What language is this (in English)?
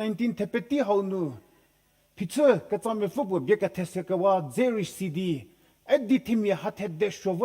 Angami Naga